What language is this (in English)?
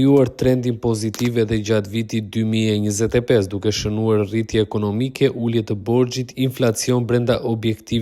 Albanian